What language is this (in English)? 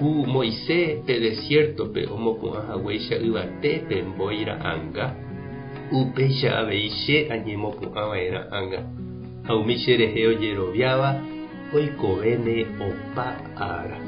Guarani